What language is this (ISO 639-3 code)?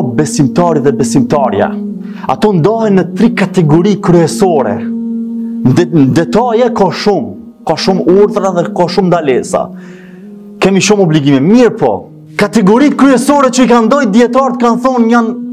sqi